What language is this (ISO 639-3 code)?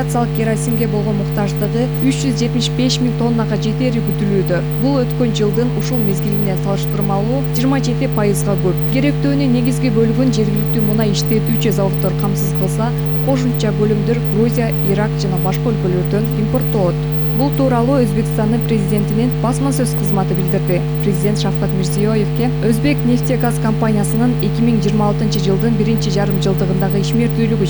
kir